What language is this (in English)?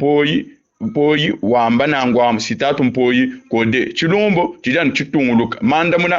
Luba-Lulua